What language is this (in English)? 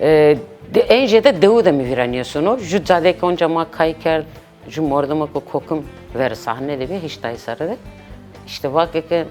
Zaza